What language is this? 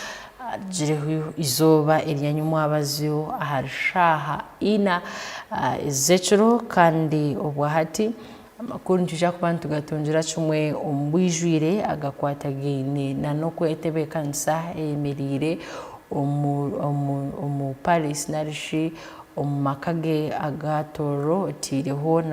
Tooro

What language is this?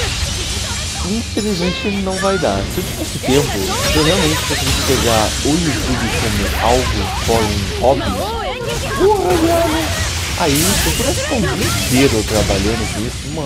Portuguese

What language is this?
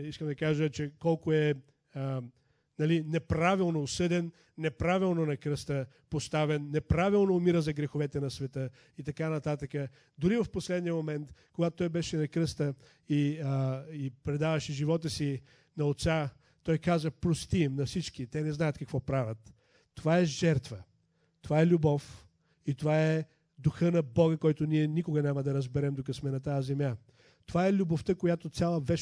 Bulgarian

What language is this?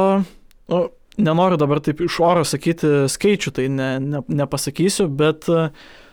Lithuanian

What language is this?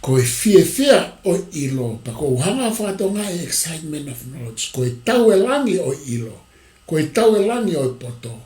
Tongan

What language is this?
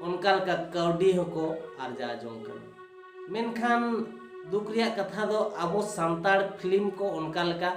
Santali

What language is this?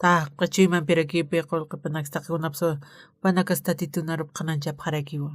Aymara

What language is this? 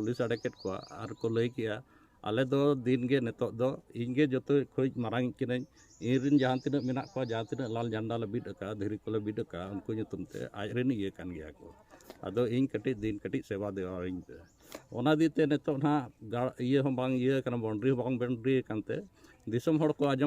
Santali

